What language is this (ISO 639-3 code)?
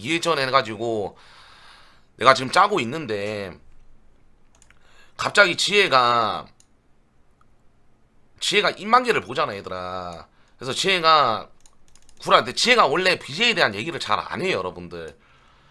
kor